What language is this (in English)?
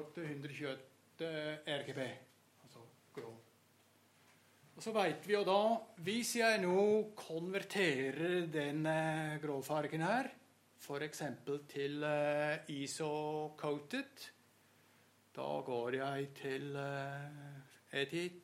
Norwegian